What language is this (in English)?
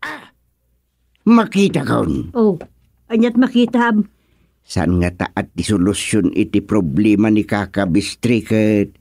Iloko